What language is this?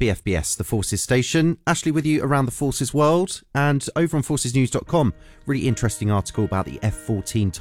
English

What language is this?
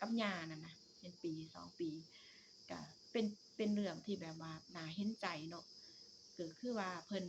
Northeastern Thai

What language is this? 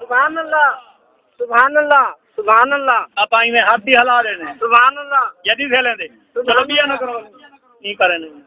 Saraiki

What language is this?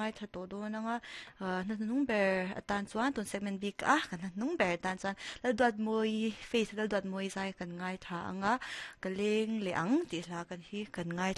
Mizo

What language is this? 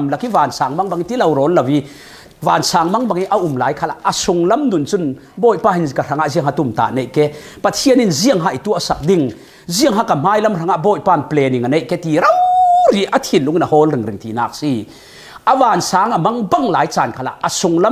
Falam Chin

